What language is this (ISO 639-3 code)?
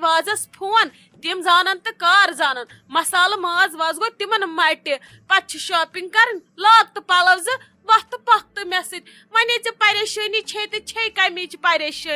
kas